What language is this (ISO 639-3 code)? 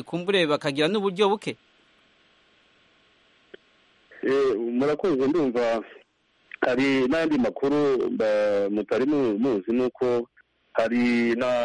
kin